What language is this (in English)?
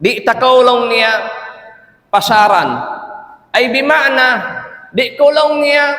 Tausug